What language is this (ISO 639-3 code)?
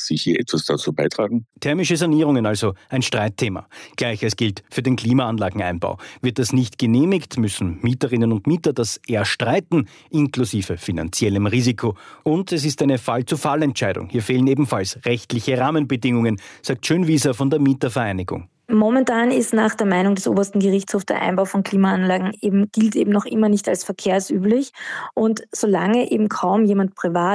deu